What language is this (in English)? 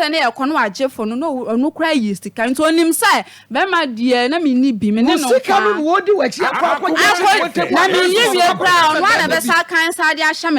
Akan